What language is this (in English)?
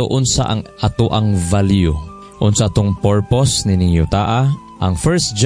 Cebuano